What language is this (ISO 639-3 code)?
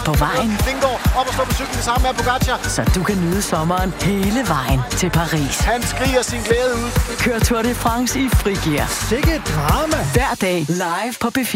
dan